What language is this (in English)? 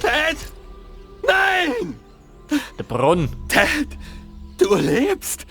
Bavarian